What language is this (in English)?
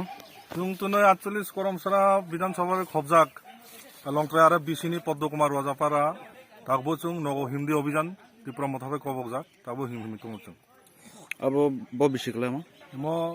Kok Borok